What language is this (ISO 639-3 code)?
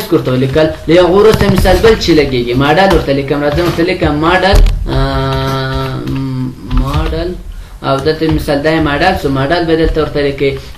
pus